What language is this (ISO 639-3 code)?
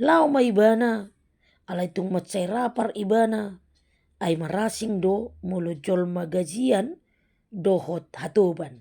bbc